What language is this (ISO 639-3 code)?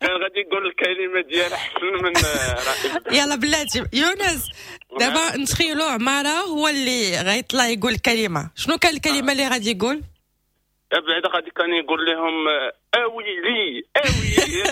ary